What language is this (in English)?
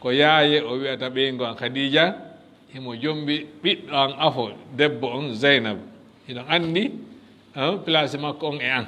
Fula